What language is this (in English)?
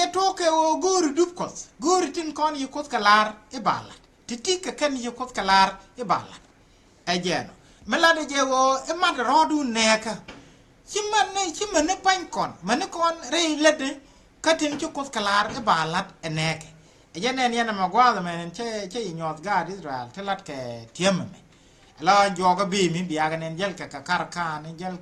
Nuer